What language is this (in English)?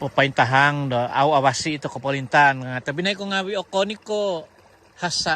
Central Dusun